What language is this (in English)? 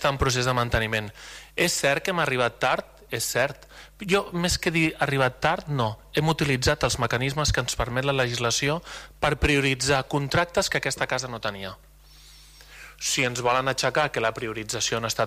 Catalan